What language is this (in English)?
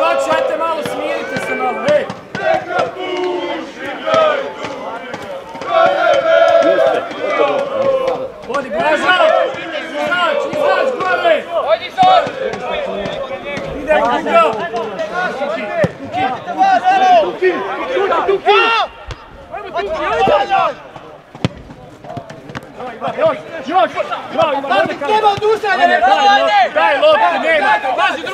Croatian